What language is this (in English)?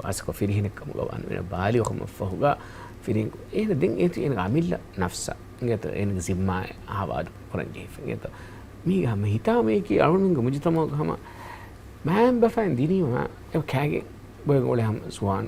Divehi